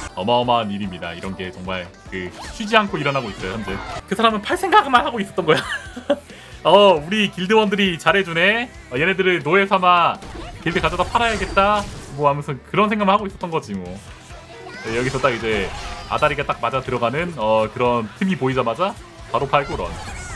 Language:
Korean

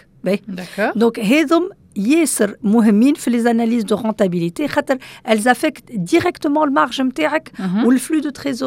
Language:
Tunisian Arabic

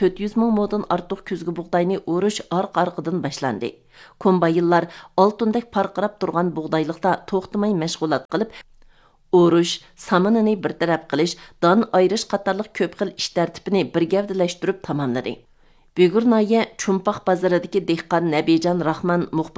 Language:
Uyghur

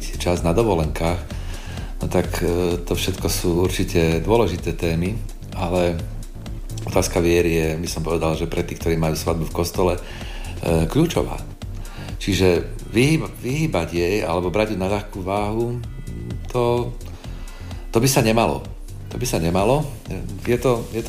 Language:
Slovak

